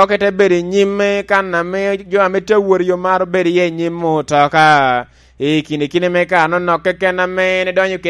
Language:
Lango (Uganda)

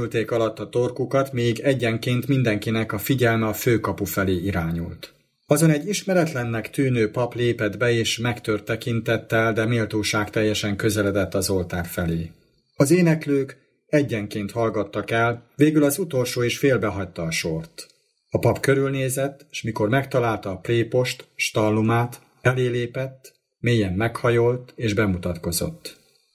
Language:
Hungarian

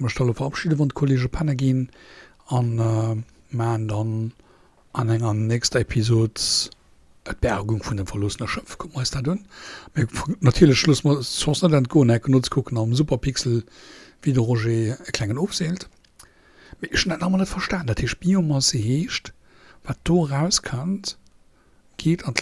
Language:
Luxembourgish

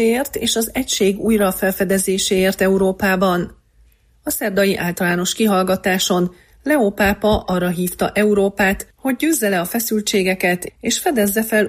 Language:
Hungarian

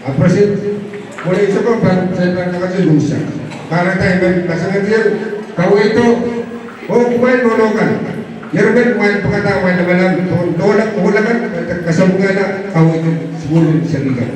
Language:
Pohnpeian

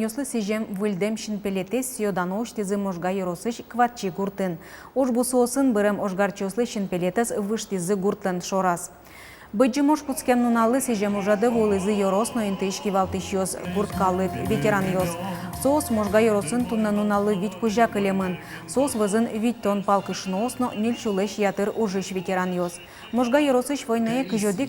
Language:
Udmurt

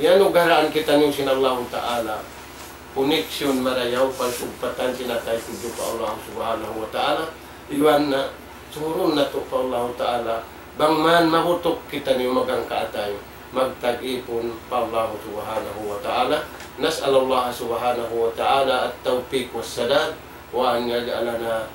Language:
Tausug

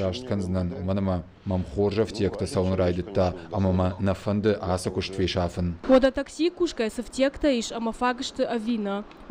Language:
Ossetic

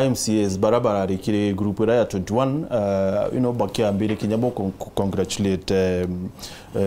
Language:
Meru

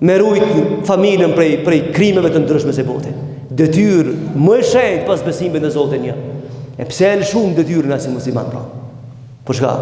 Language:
Albanian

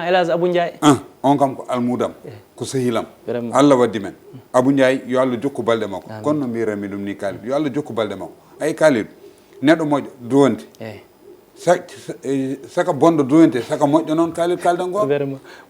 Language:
Fula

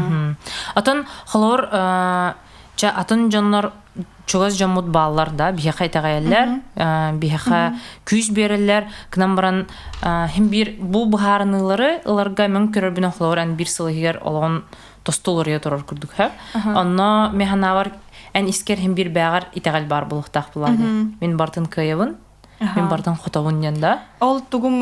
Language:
Yakut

